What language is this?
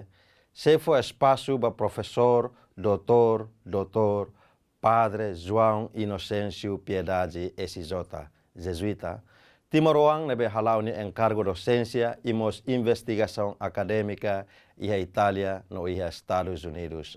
Tetum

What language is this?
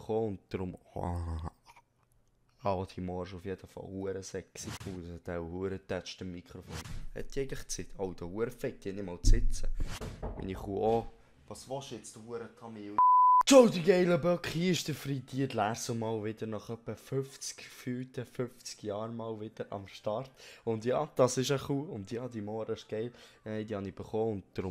Swiss German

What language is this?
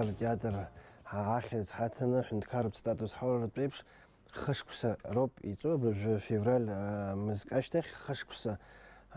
Abkhazian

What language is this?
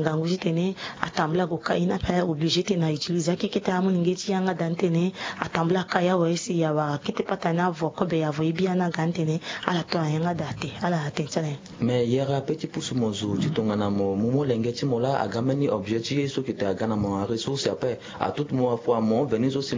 Sango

